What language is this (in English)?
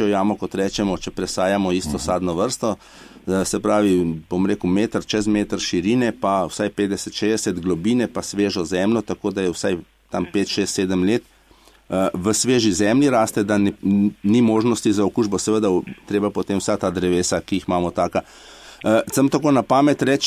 Slovenian